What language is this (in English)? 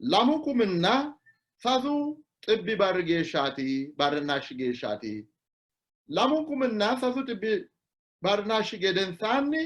Sidamo